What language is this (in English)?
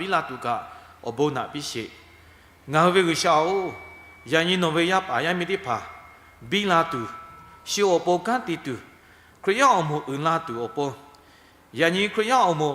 Lahu